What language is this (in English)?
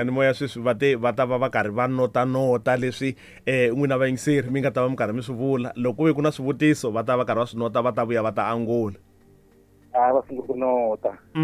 Tsonga